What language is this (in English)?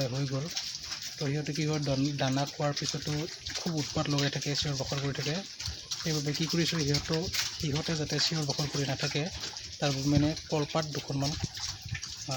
Assamese